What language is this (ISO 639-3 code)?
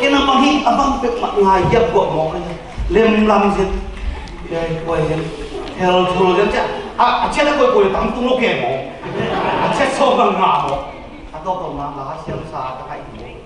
ctd